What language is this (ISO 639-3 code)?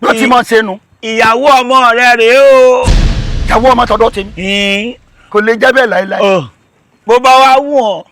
yor